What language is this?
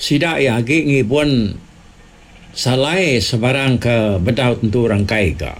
Iban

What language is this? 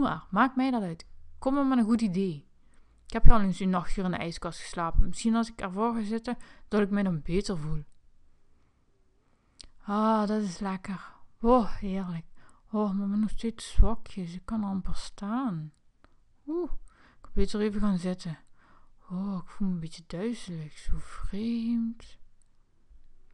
Dutch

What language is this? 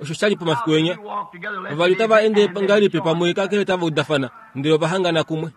Kuanyama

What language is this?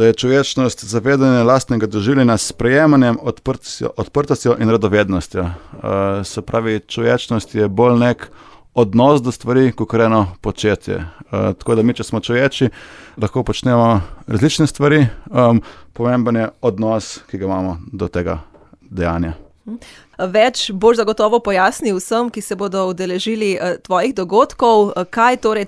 Slovenian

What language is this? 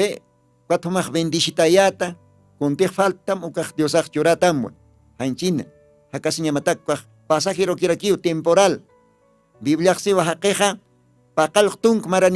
Aymara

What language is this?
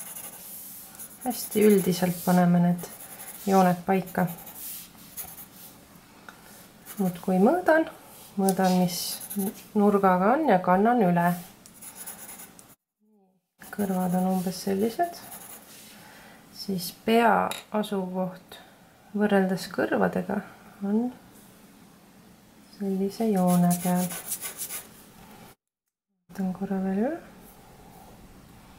Estonian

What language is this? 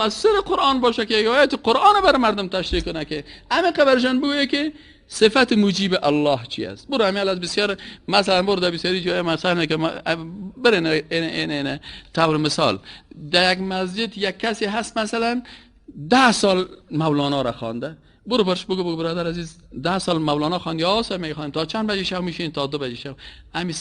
Persian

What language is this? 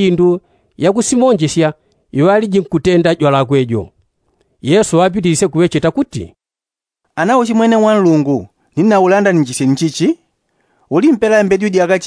Yao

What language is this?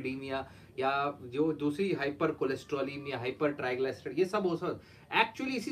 Hindi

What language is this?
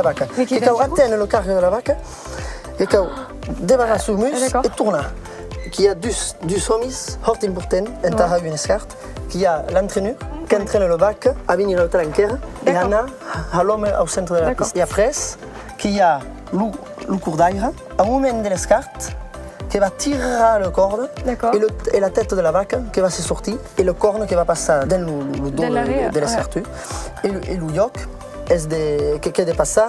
Occitan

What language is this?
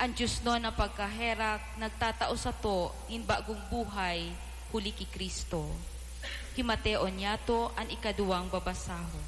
Bikol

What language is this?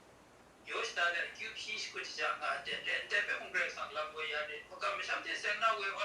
Kachin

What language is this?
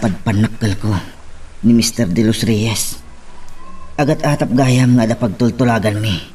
Iloko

